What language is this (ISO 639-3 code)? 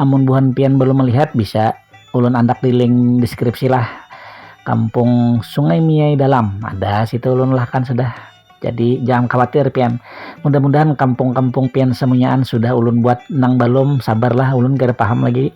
bjn